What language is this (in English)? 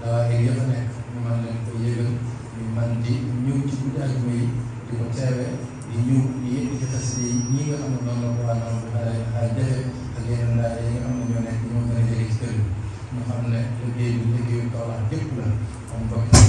Wolof